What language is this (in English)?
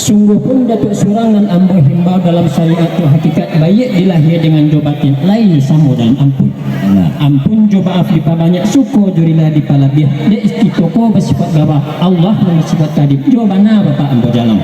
Minangkabau